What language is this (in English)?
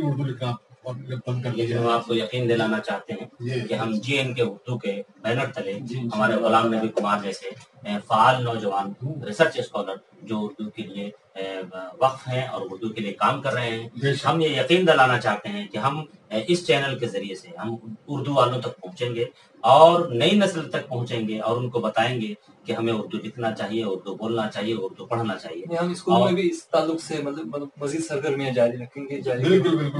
Urdu